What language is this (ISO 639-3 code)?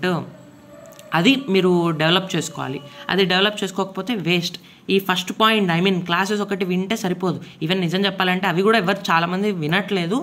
tel